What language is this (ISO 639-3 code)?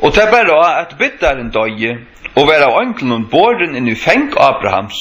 fao